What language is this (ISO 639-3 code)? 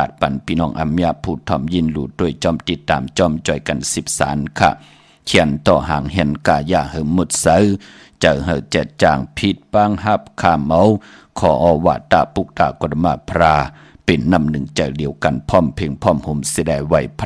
shn